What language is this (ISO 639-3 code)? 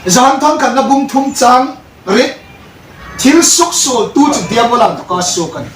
hmr